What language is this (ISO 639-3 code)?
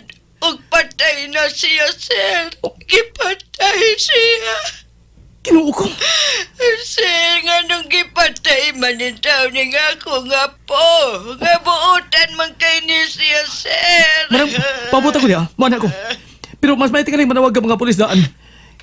ceb